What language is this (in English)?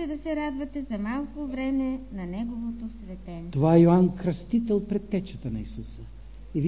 Bulgarian